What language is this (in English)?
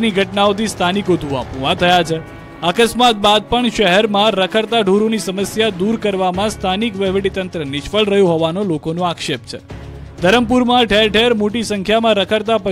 Gujarati